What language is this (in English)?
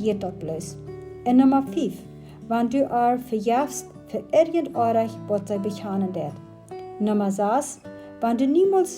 Plautdietsch